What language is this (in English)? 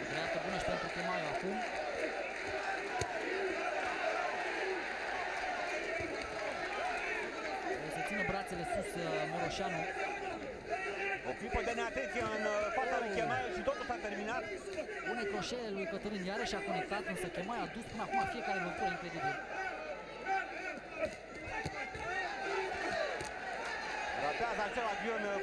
Romanian